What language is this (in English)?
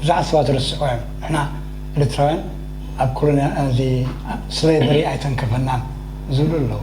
Tigrinya